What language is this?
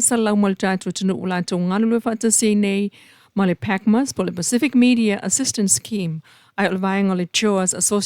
Samoan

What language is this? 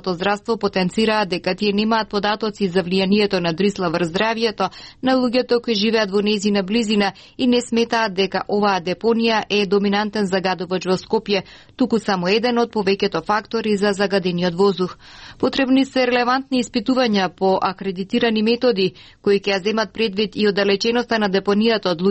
Macedonian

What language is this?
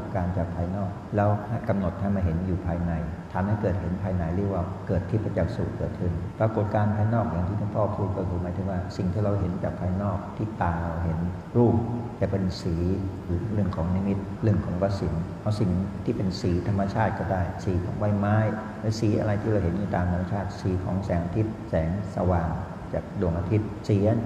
Thai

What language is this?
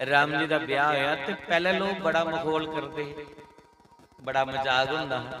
Dogri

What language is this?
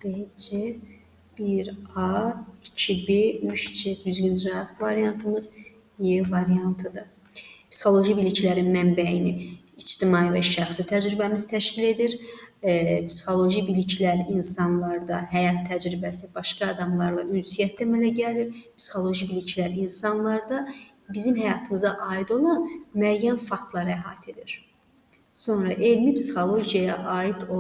Azerbaijani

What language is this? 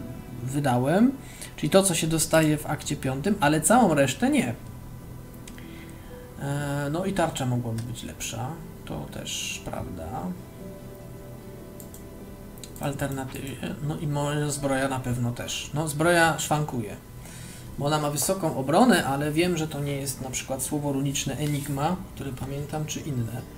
Polish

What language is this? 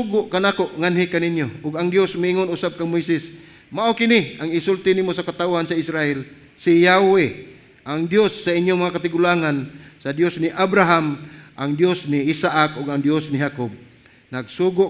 Cebuano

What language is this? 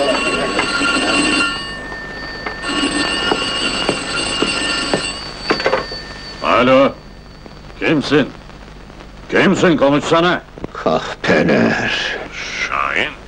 Turkish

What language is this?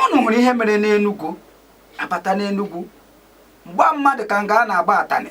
Igbo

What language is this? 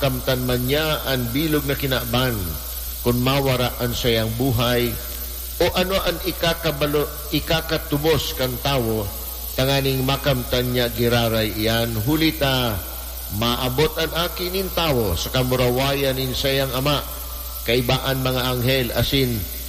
Bikol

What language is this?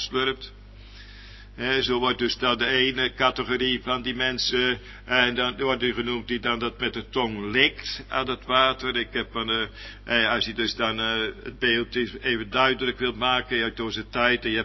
Dutch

